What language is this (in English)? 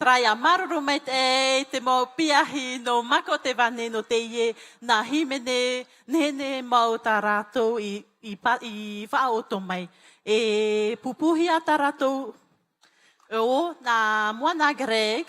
Tahitian